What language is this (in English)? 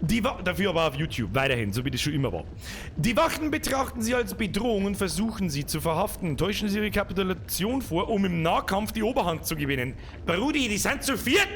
Bavarian